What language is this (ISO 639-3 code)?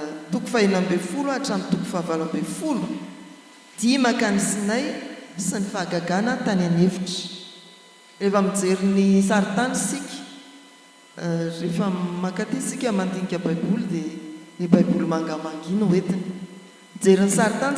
mlg